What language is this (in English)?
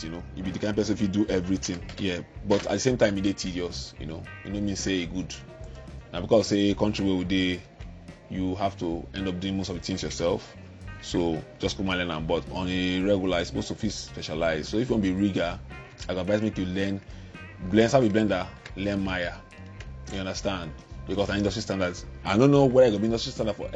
Nigerian Pidgin